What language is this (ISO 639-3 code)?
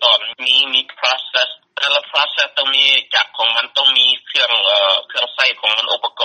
lao